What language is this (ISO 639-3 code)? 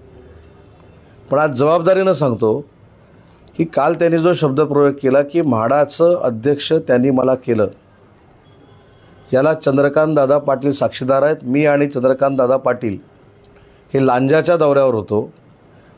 mar